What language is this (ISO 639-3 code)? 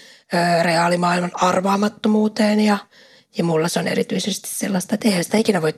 fin